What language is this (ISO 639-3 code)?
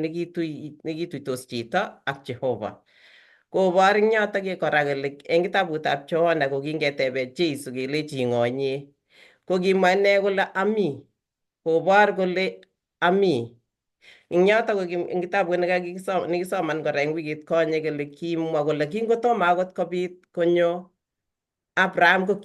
kln